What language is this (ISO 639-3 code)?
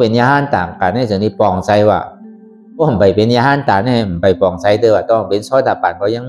shn